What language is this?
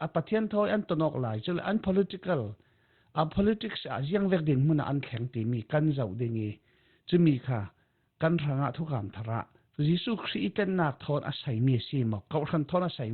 Falam Chin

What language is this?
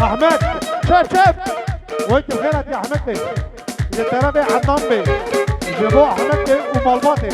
Kurdish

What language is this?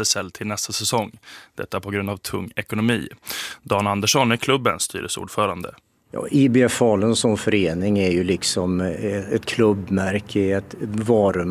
Swedish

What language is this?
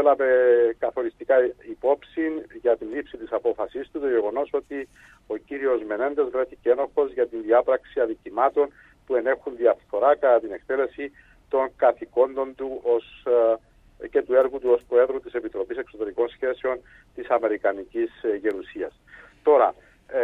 Greek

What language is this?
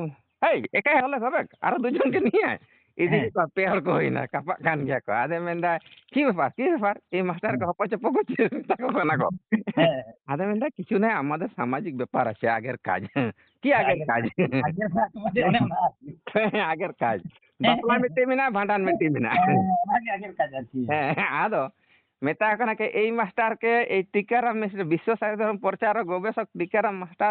Santali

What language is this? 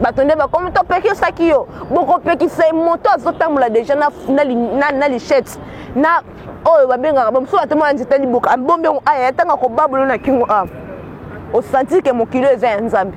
Lingala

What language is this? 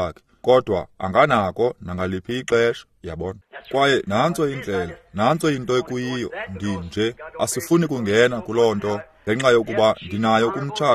Xhosa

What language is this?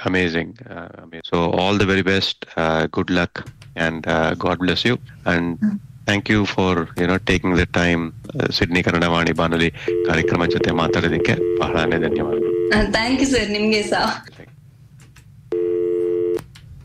Kannada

